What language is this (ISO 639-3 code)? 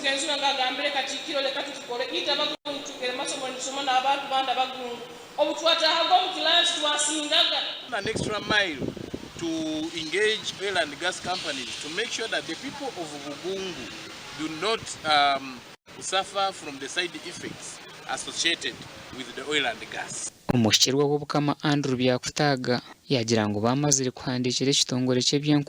nyn